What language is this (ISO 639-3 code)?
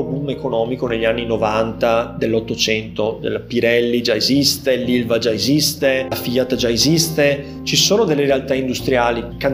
ita